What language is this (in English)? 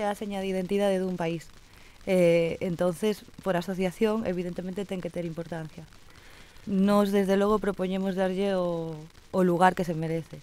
Galician